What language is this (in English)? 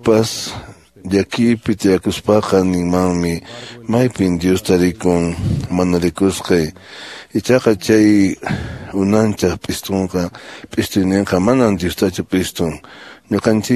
Quechua